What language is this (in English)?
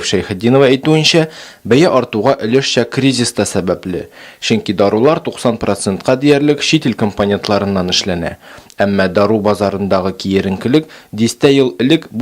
Tatar